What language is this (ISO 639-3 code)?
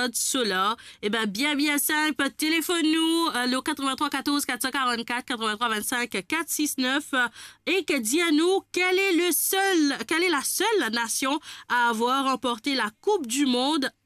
mfe